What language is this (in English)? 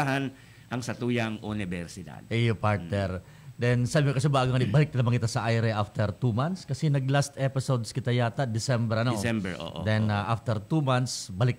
Bikol